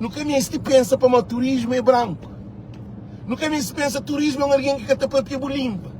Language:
Kabuverdianu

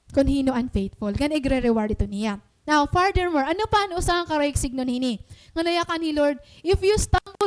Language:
Waray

